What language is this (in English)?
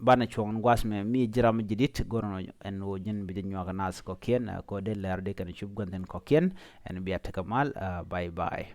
Nuer